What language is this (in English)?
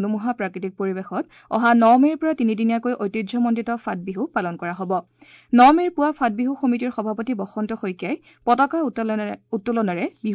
Assamese